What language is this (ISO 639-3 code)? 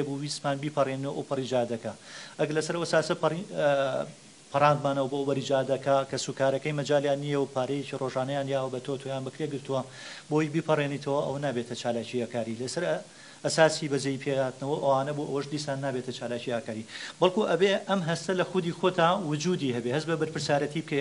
ckb